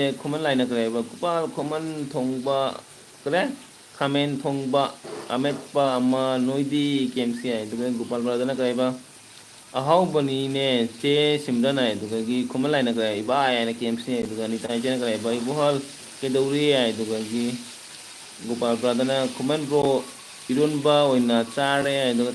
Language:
Manipuri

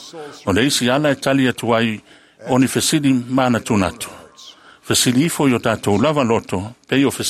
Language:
Samoan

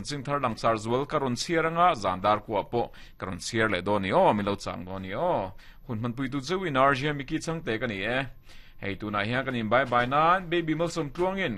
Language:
Mizo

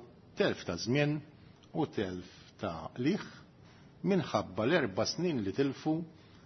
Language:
Maltese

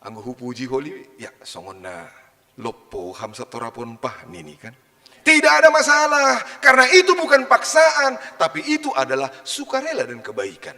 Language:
Batak Simalungun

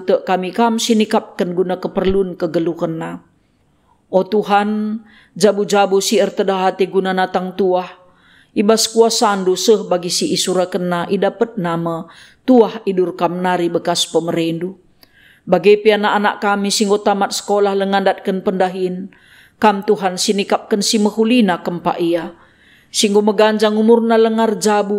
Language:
Batak Karo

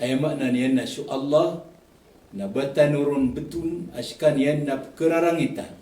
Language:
Maranao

